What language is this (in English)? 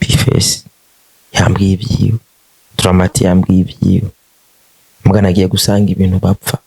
Rundi